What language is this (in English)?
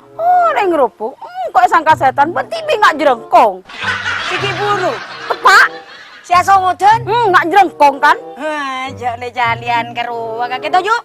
Madurese